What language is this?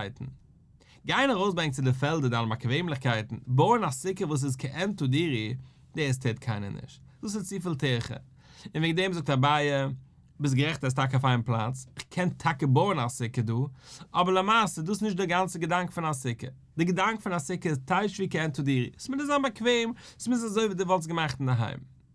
Yiddish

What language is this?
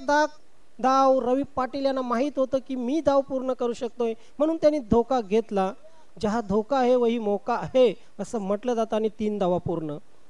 Marathi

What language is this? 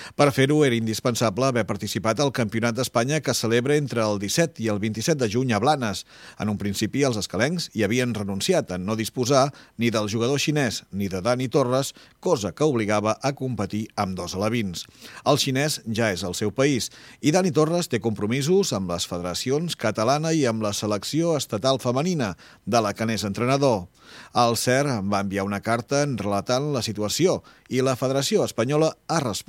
Catalan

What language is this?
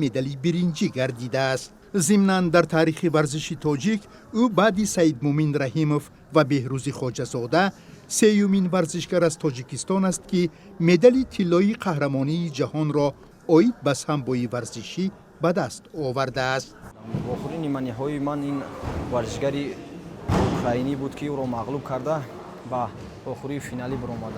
Tajik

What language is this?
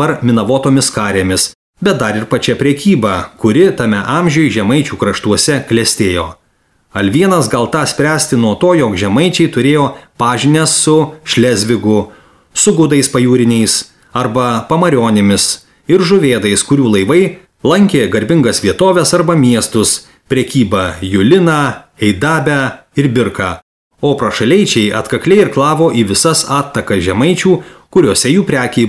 Lithuanian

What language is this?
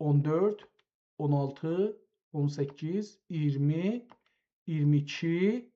South Azerbaijani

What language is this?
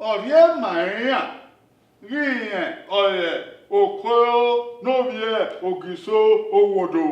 Bini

